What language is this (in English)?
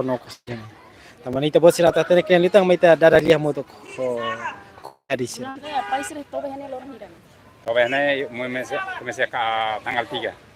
Tetum